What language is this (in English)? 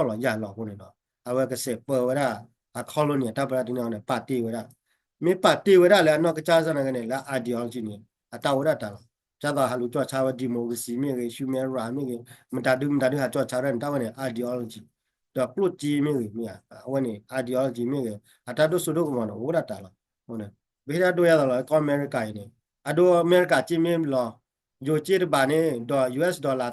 S'gaw Karen